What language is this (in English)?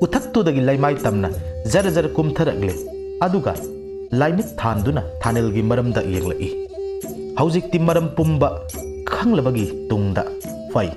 Manipuri